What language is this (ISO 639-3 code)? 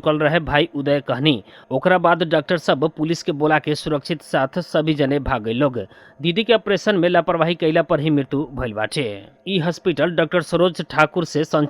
bho